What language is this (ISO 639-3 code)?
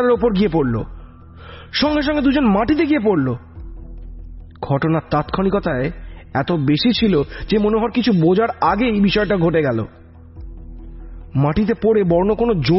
ben